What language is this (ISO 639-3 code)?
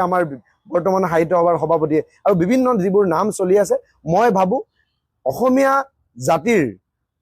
asm